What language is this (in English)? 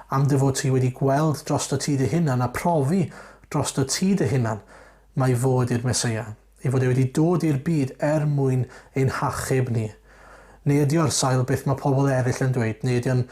Welsh